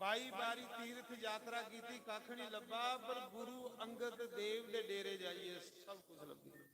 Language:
Dogri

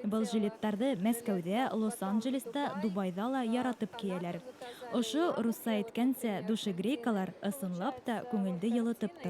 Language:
Bashkir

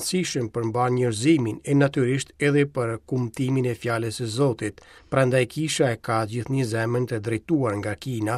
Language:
Albanian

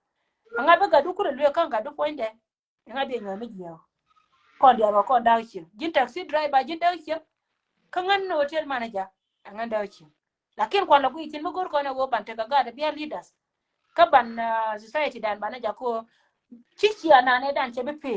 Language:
Nuer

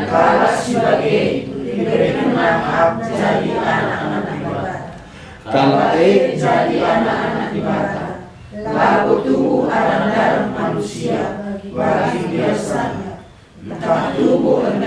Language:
Batak Karo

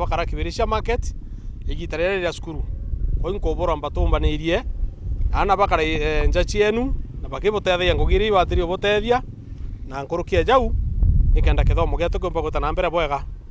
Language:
Meru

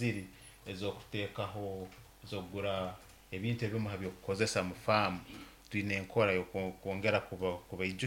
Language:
Nyoro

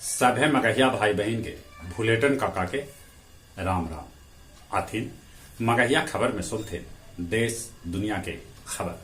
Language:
Magahi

